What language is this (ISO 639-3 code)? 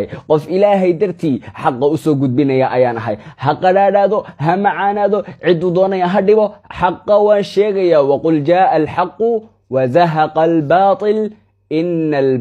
som